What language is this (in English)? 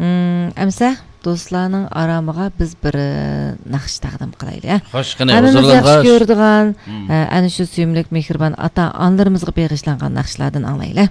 Uyghur